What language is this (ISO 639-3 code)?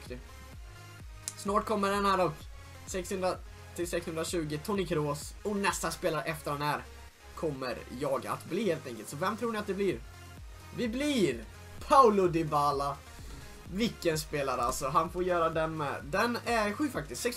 swe